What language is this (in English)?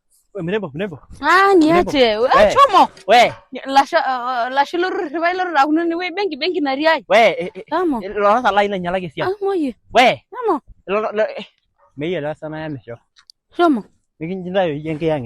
Masai